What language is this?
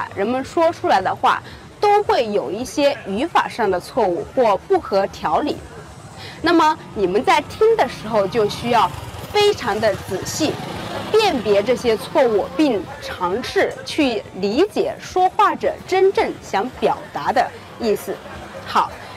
Chinese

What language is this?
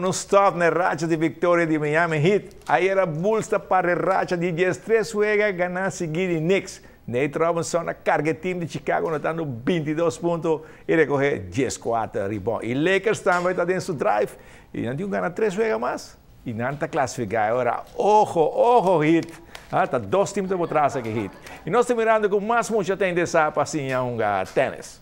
Papiamento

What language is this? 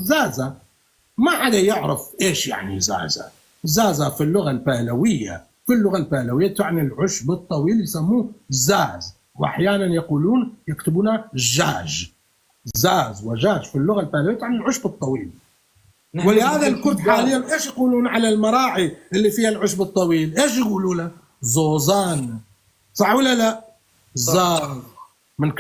North Levantine Arabic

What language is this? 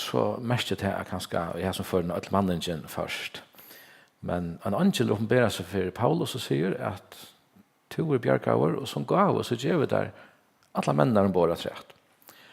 Faroese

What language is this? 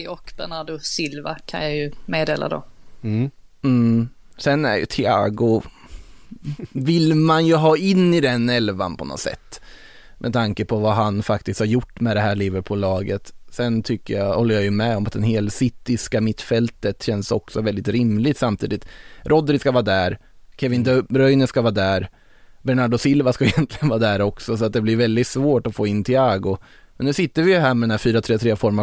Swedish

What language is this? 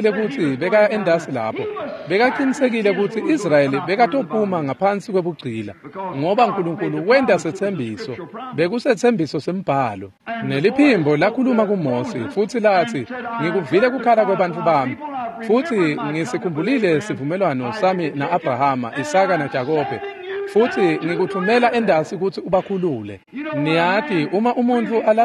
Swati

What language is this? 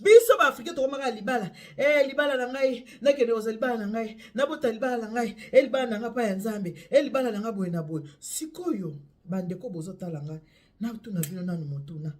Lingala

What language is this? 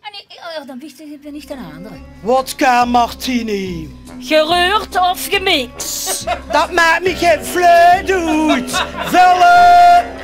Limburgish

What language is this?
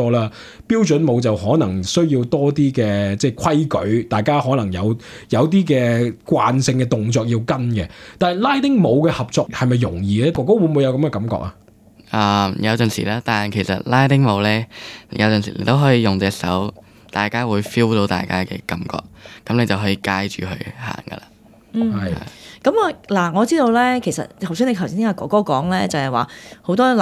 Cantonese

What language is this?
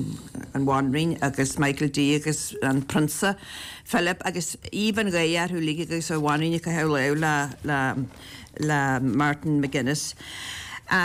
Irish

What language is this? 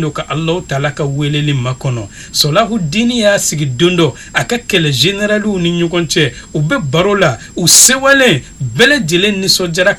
Bambara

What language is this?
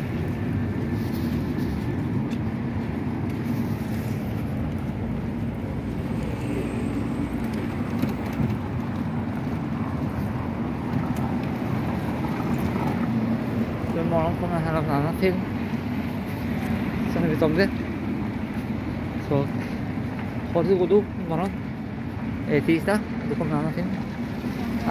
Swedish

